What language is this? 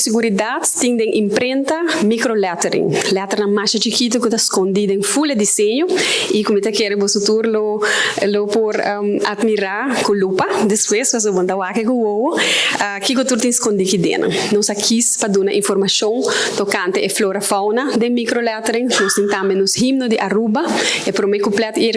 Papiamento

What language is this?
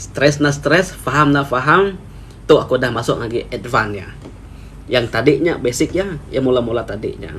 Iban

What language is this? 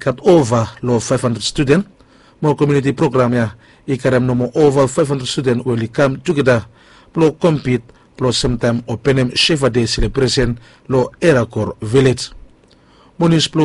Bislama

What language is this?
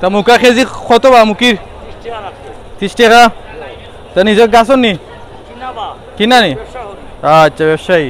Sylheti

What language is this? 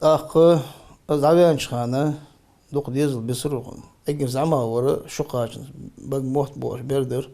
Ingush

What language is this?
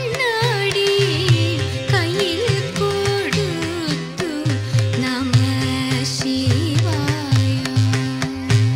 Malayalam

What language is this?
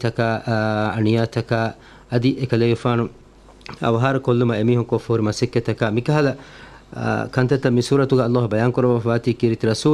Divehi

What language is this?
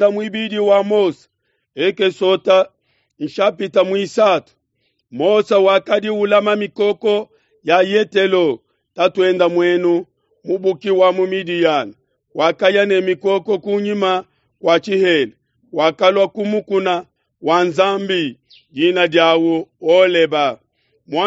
Luba-Lulua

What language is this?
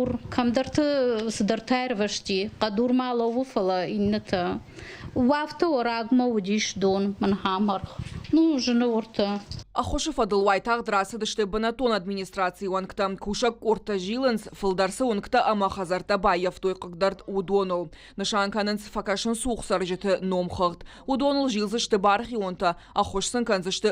Ossetic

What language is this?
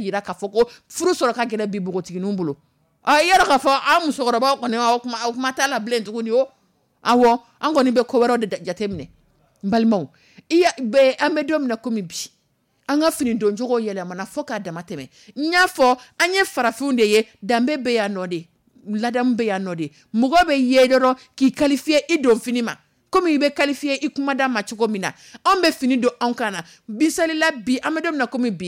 Dyula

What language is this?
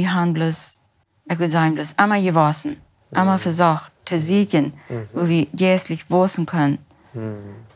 Plautdietsch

